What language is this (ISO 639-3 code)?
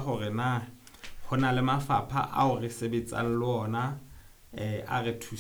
sot